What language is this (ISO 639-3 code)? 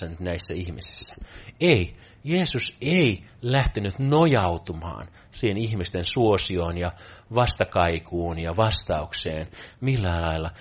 fin